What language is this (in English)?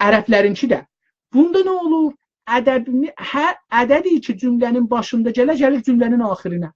South Azerbaijani